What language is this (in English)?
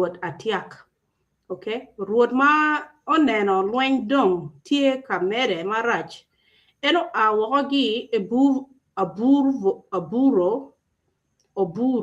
Acoli